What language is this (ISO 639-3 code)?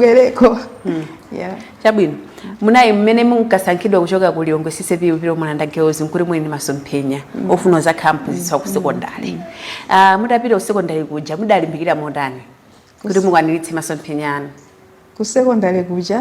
nya